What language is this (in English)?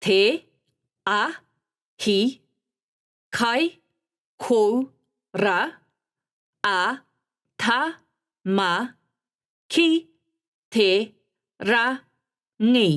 Māori